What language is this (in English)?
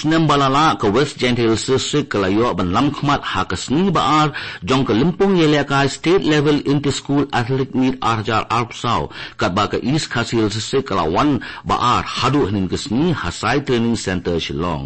Khasi